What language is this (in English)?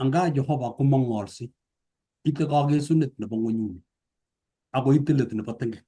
Kalenjin